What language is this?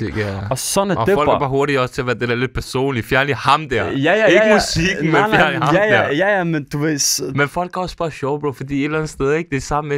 Danish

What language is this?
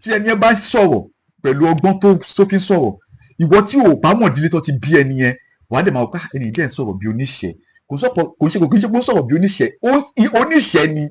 Yoruba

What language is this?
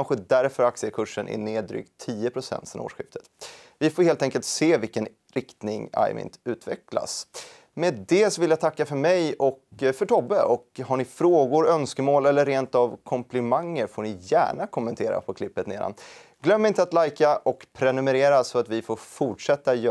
Swedish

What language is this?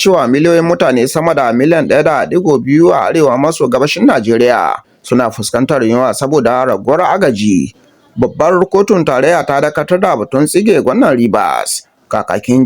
Hausa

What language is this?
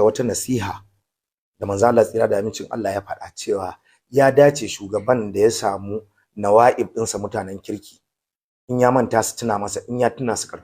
Hausa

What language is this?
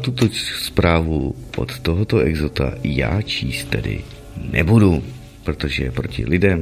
Czech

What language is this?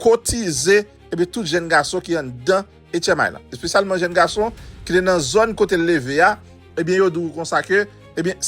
Haitian Creole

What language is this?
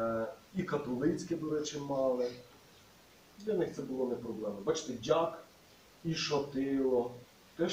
Ukrainian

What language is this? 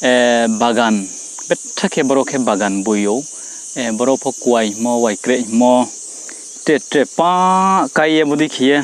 Riang (India)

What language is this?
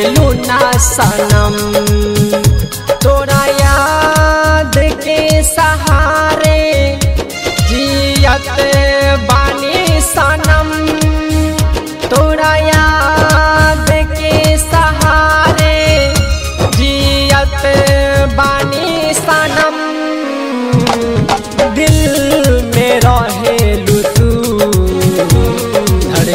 Bhojpuri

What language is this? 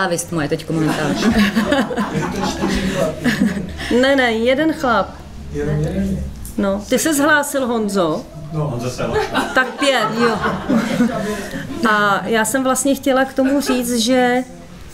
Czech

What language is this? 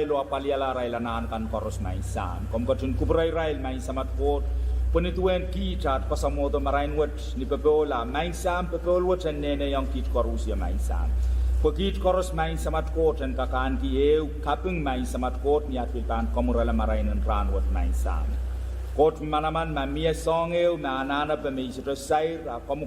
Pohnpeian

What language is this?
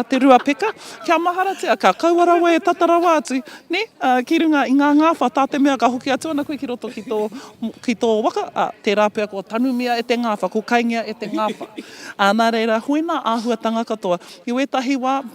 Māori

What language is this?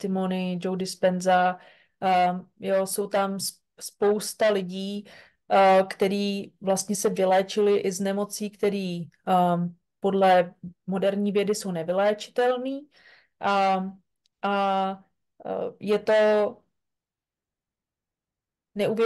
Czech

